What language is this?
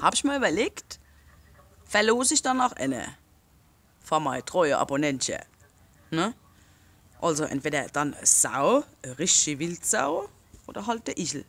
Palatine German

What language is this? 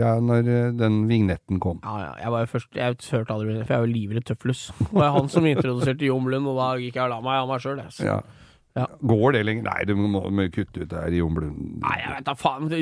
Norwegian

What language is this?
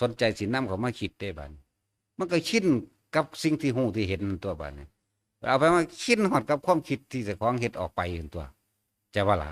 Northeastern Thai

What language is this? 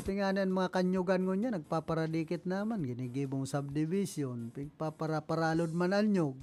Bikol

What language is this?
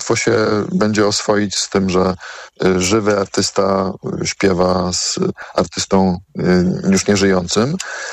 Polish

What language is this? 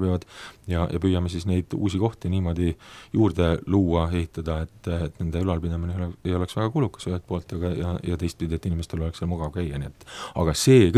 Estonian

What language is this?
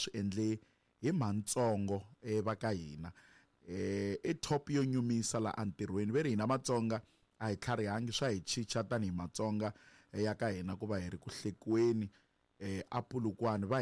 Tsonga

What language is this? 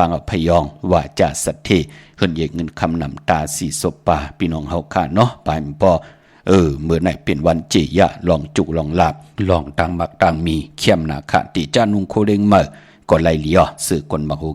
Shan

